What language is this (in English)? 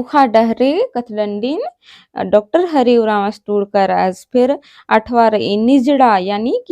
Kurukh